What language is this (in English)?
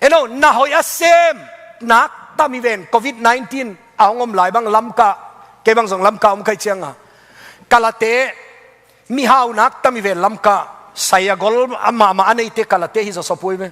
Tedim Chin